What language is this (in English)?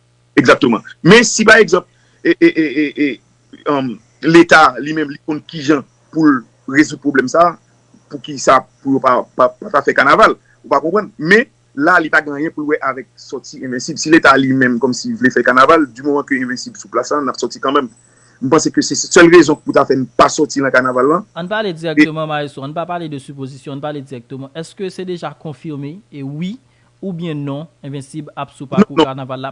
Haitian Creole